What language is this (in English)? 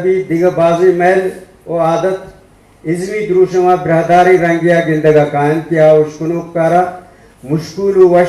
Eastern Balochi